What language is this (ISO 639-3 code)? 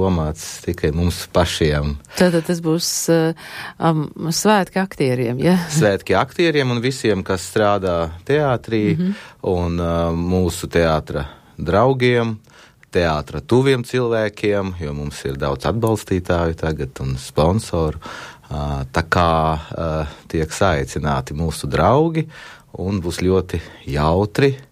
lav